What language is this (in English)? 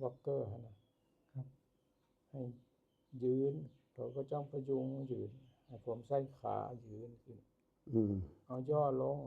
Northeastern Thai